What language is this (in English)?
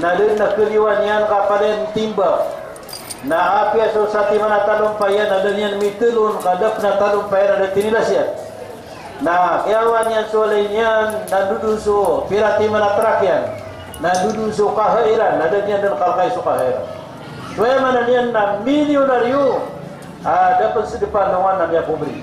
Maranao